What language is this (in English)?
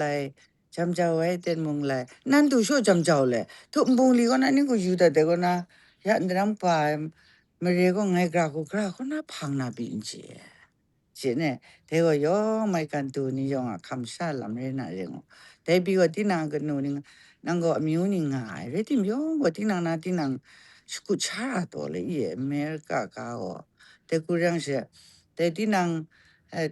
Kachin